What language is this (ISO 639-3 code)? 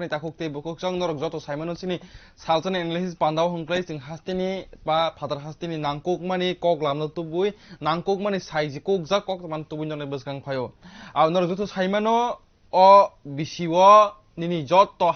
trp